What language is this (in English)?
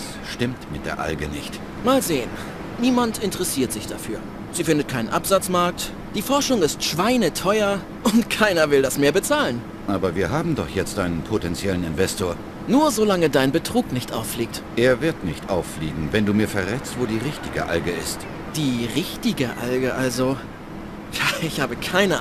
Bavarian